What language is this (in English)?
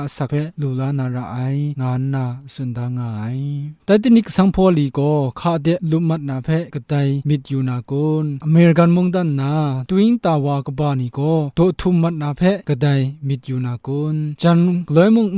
Kachin